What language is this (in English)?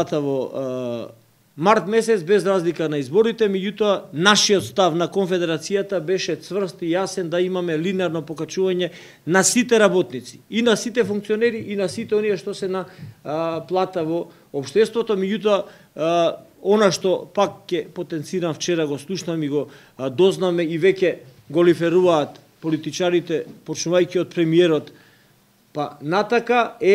Macedonian